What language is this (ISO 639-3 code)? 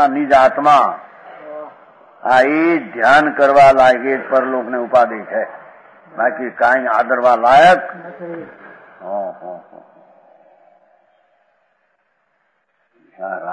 guj